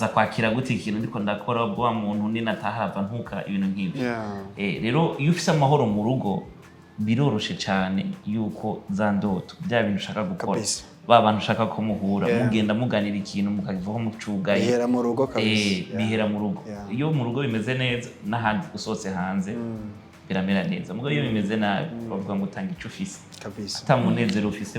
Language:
Rundi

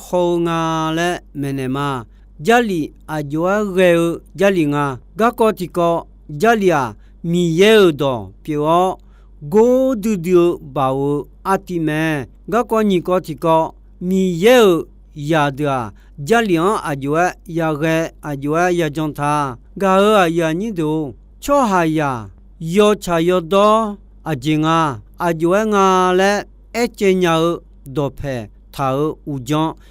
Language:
Akha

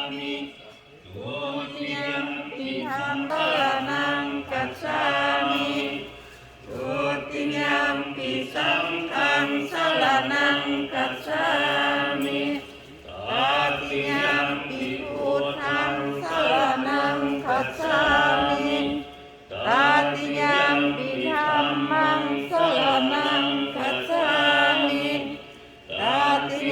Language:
Pali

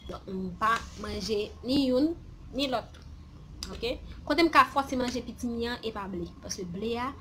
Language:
Haitian Creole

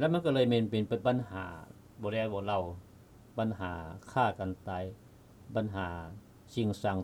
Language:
Lao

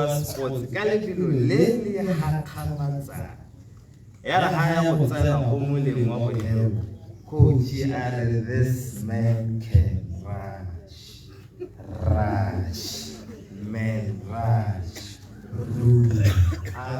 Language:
Tswana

